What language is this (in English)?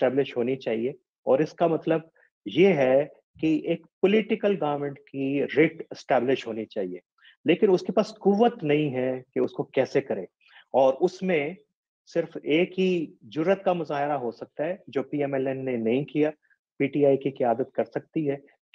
Urdu